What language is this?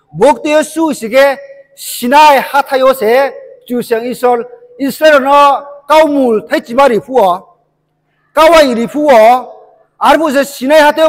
Riang (India)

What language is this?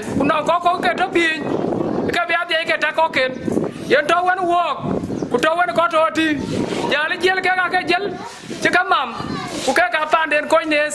Dinka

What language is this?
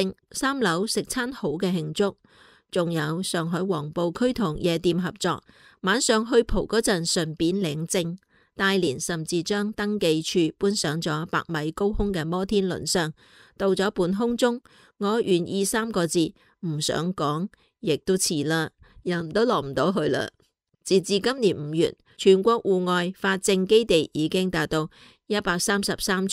Cantonese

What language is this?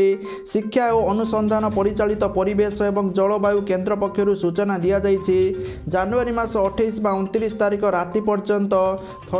Odia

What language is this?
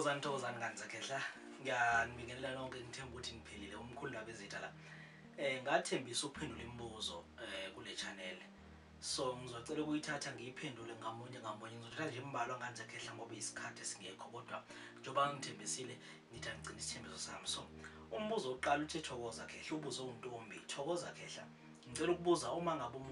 Zulu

